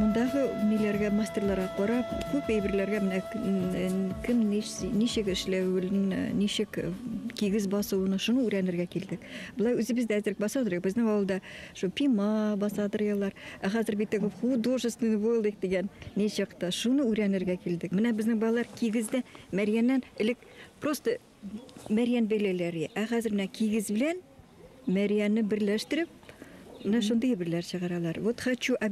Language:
Bashkir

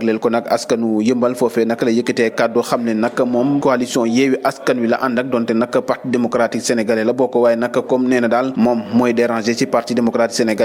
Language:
Wolof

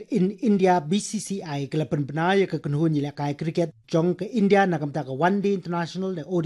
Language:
Khasi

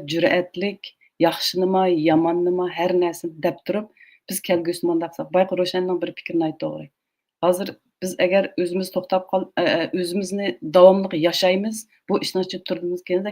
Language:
Uyghur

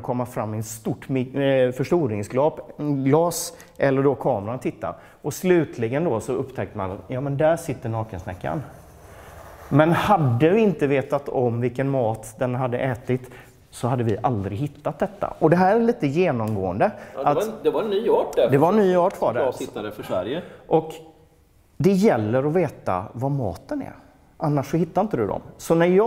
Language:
Swedish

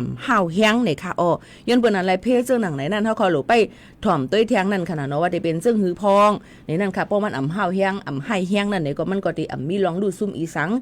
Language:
Shan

